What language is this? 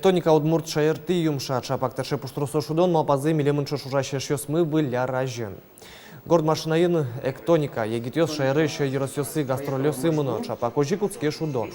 Udmurt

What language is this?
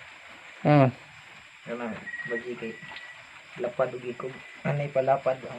Cebuano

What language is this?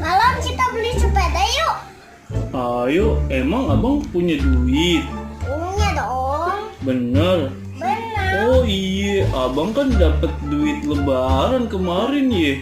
Betawi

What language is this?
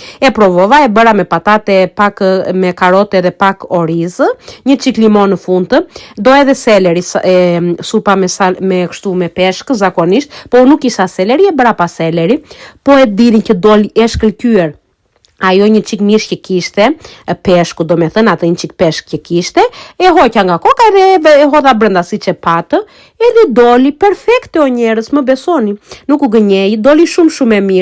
Albanian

